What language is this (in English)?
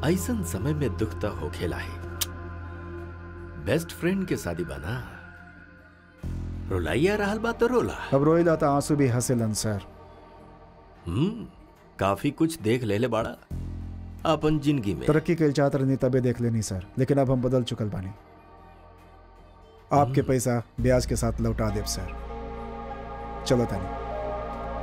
Bhojpuri